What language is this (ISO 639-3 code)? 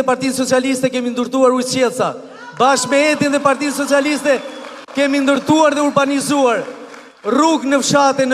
sqi